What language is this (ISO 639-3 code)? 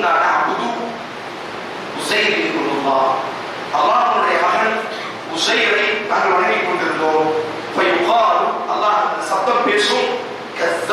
tam